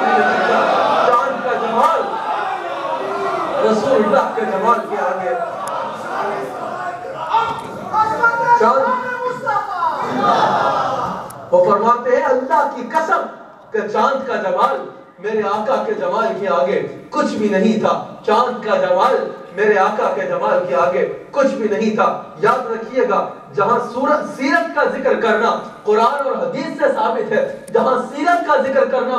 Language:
Urdu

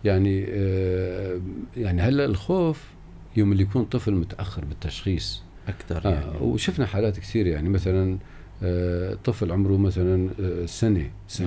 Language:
North Levantine Arabic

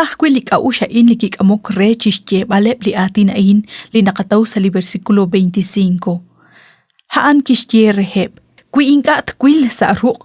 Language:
Kekchí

